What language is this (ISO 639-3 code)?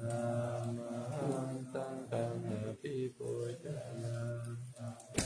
pli